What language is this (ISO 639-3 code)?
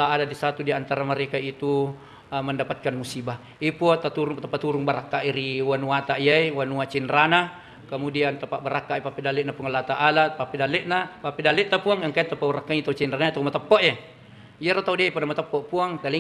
bug